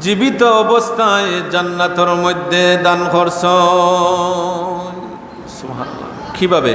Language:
Sylheti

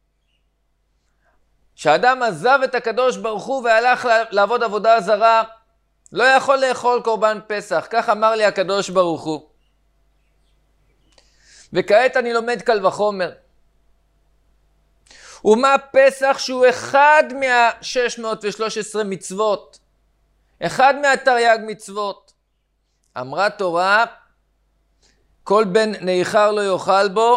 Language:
Hebrew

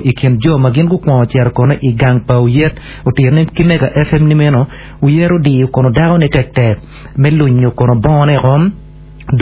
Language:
Acoli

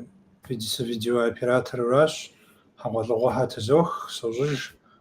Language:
Kabardian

